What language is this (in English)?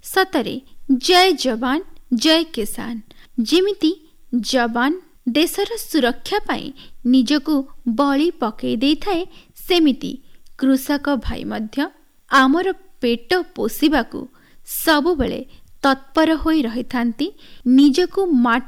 Odia